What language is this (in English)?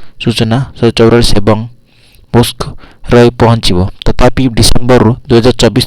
Odia